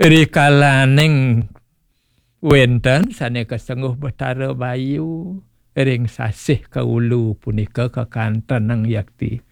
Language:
Balinese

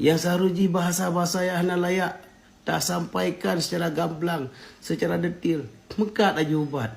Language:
Achinese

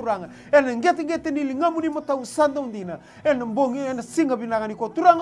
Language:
Fijian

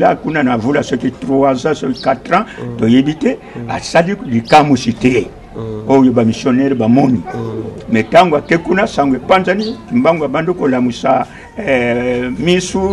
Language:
Lingala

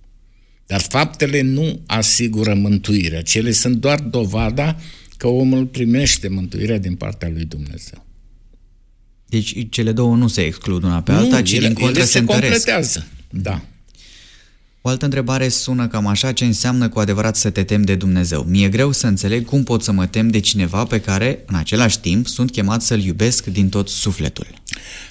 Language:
Romanian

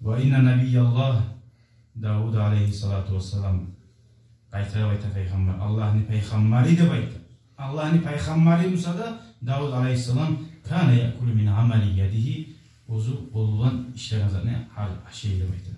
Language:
Kumyk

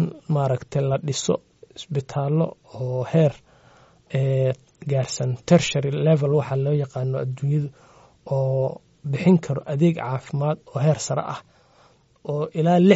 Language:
Somali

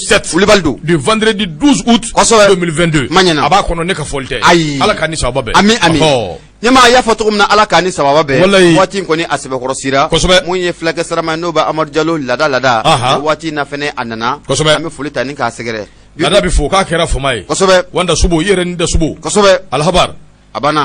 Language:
Bambara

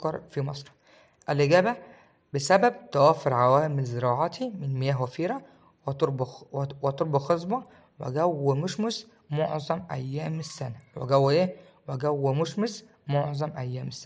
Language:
Egyptian Arabic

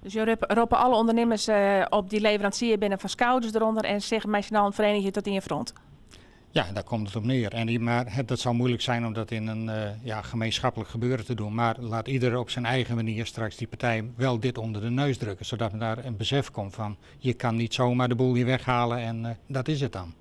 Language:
Western Frisian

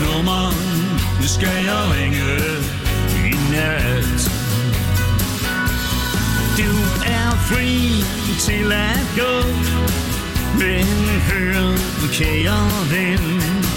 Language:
Danish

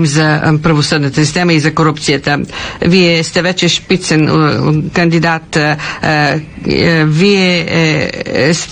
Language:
Bulgarian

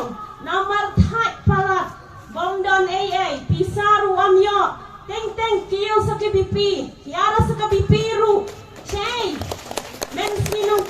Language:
Khasi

